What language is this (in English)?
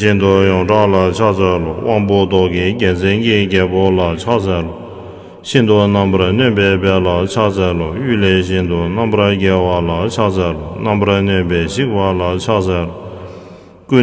Tibetan